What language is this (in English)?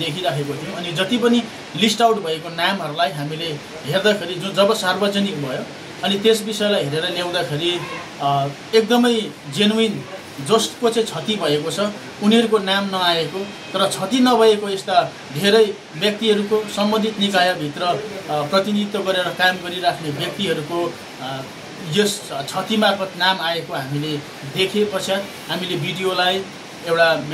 Nepali